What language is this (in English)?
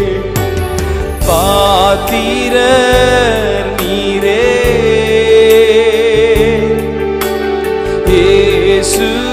Tamil